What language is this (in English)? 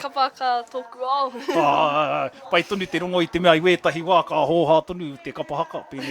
Māori